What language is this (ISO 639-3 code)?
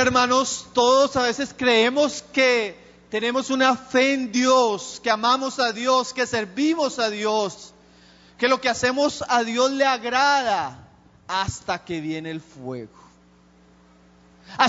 spa